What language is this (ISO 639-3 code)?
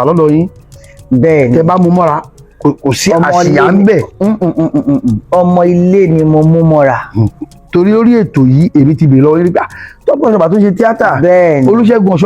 yor